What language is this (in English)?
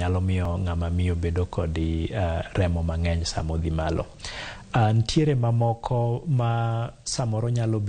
Luo (Kenya and Tanzania)